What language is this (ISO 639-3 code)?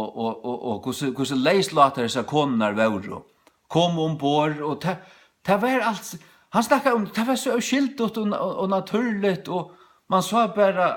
fao